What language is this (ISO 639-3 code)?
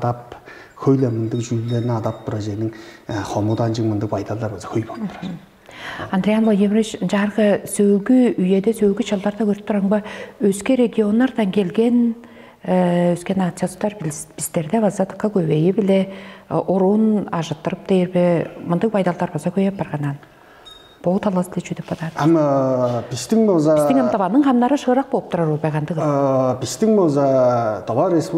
tyv